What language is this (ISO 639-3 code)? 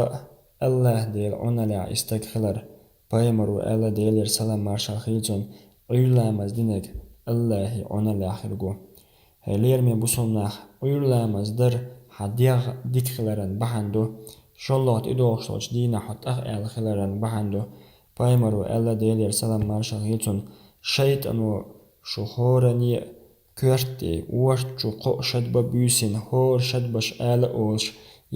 che